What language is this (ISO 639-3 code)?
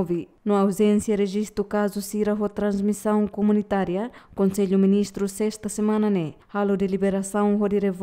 tet